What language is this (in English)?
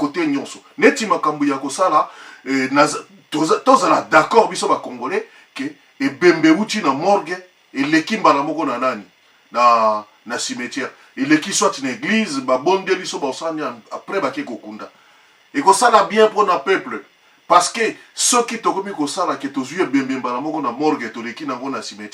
Lingala